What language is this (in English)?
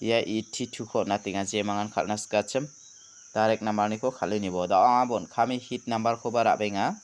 Garo